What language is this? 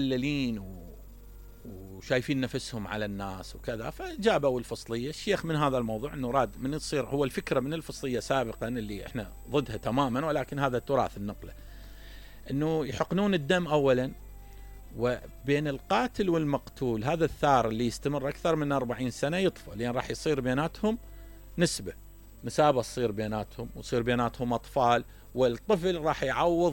Mesopotamian Arabic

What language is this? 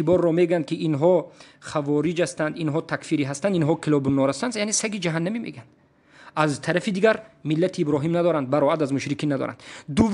Tajik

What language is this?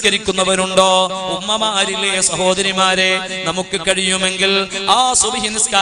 Malayalam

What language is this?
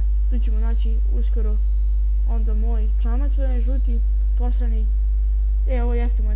Serbian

